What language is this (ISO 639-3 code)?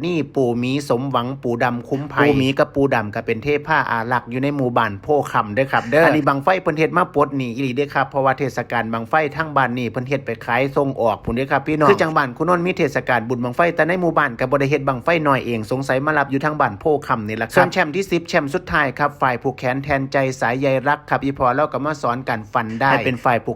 tts